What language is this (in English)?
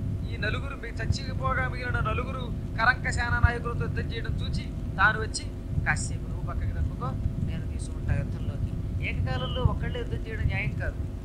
Telugu